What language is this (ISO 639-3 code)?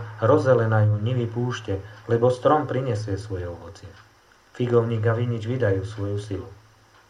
slk